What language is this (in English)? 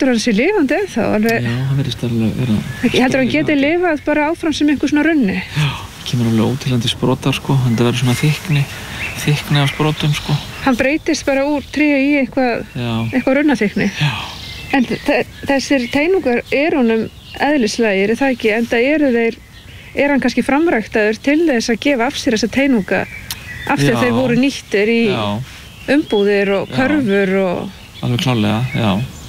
Icelandic